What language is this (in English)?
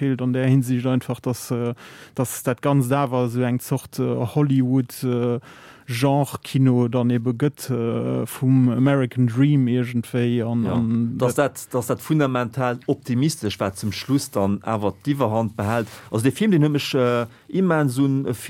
Luxembourgish